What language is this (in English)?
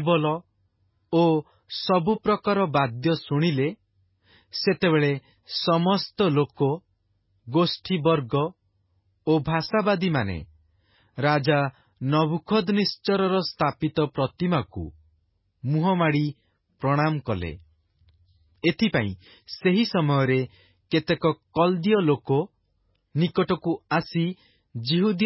Odia